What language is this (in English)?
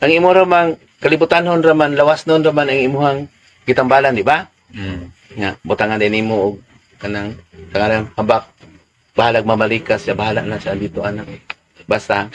Cebuano